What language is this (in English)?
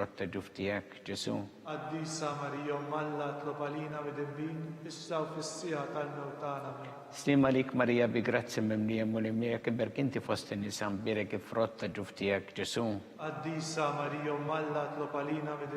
Maltese